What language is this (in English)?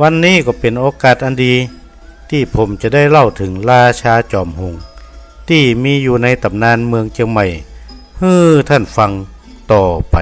Northern Thai